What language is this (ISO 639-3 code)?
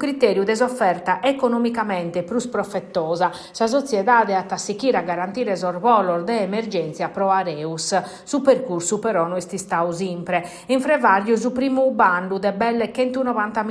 srd